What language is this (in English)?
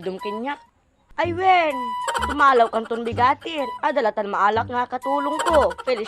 Iloko